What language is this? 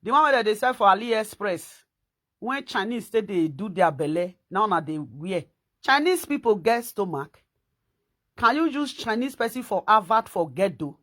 Nigerian Pidgin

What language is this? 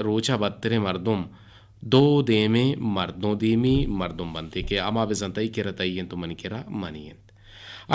Eastern Balochi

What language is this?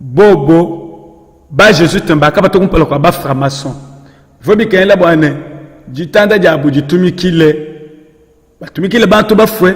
Luba-Lulua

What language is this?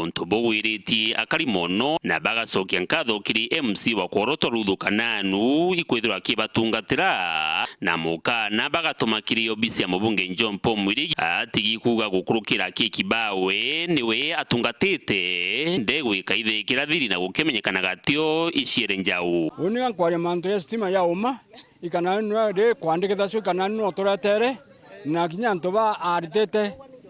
Meru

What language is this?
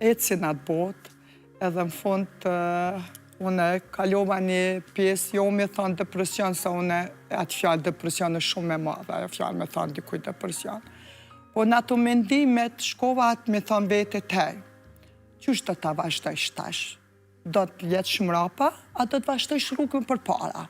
Albanian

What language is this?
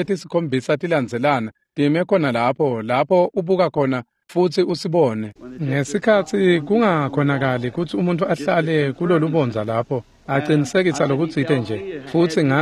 Swati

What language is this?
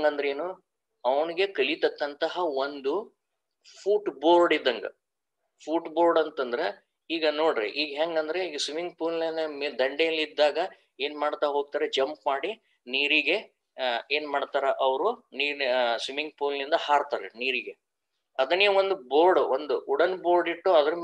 Kannada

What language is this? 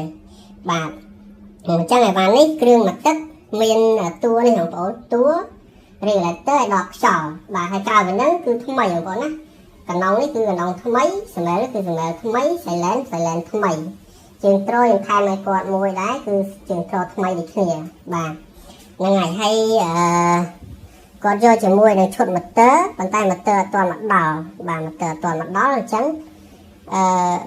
Khmer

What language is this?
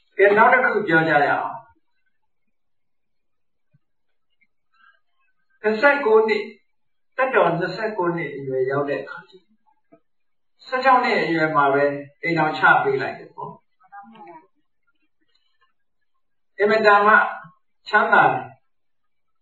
Burmese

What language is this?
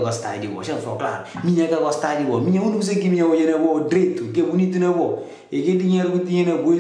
Kabuverdianu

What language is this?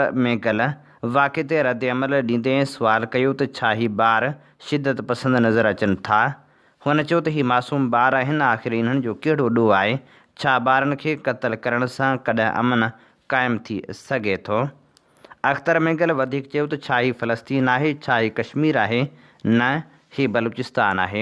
Sindhi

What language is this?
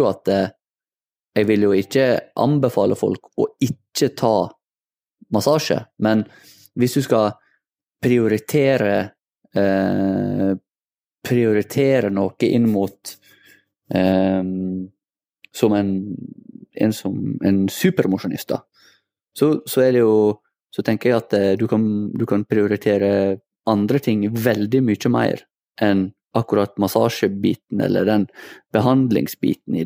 Norwegian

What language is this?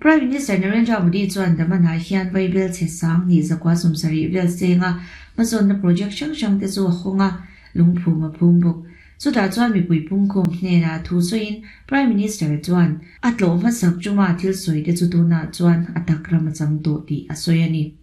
Mizo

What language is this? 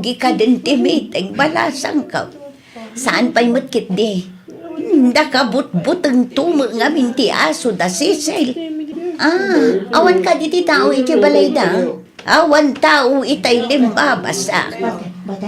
Iloko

